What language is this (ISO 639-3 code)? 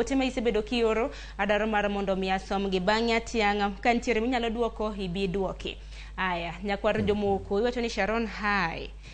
luo